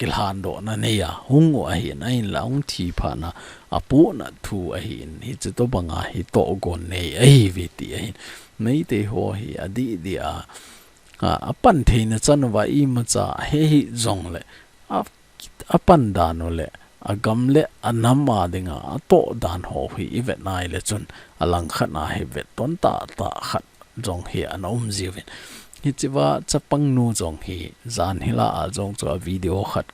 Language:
Thado Chin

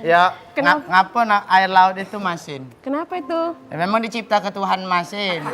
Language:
Musi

